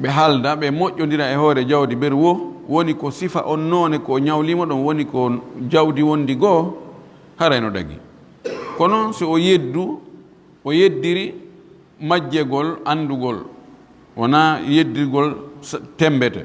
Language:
Fula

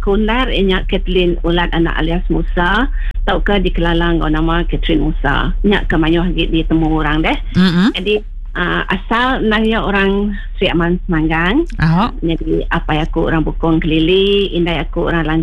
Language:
Iban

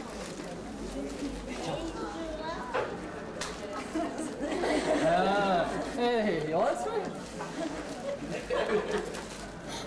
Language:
Bulgarian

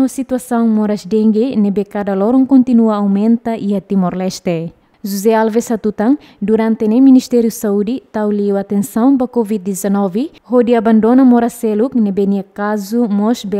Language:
Tetum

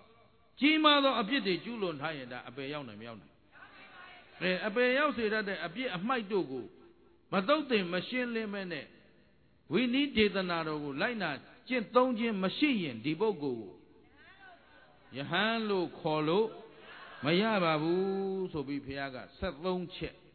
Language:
Burmese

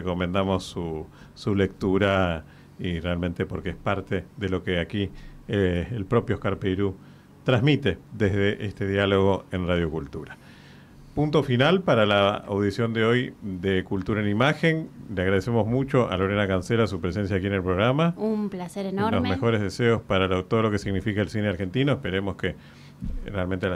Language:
Spanish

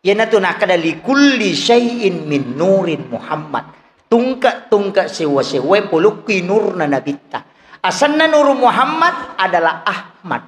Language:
Buginese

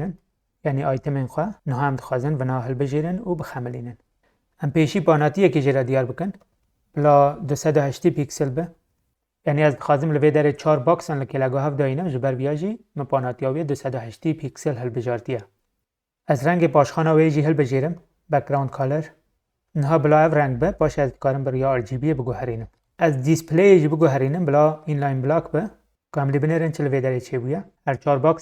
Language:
Kurdish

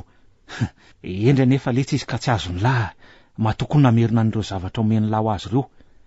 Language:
Malagasy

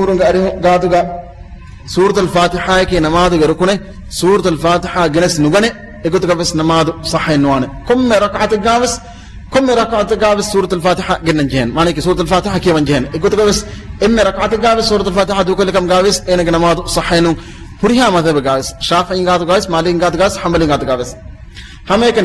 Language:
Divehi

